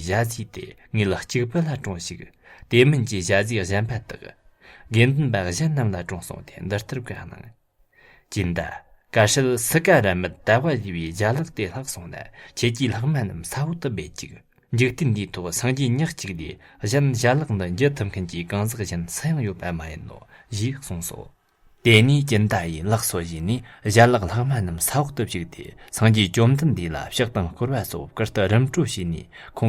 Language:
Tibetan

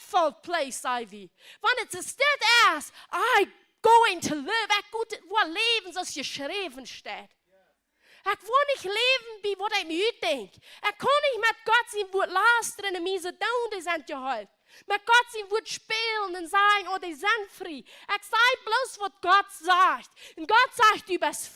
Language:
Plautdietsch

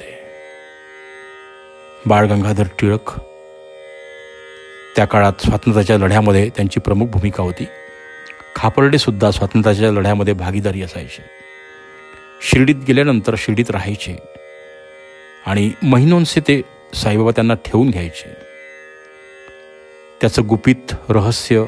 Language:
Marathi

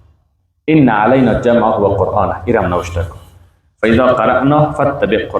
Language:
Persian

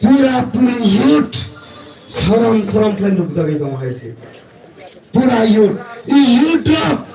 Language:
Kok Borok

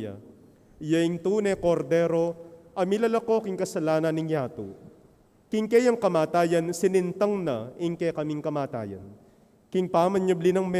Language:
Pampanga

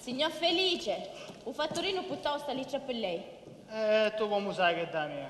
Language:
Sicilian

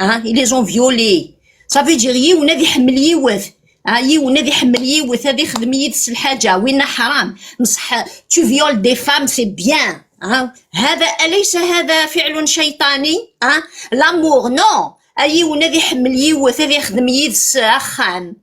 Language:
Kabyle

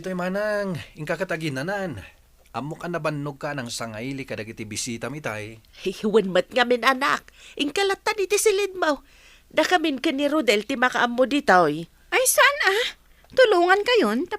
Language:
Iloko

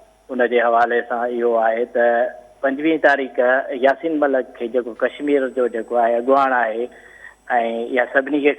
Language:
Sindhi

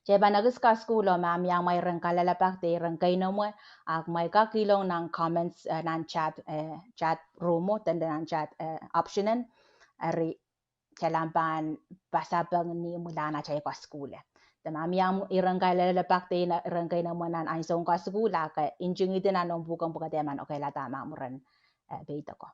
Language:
Pohnpeian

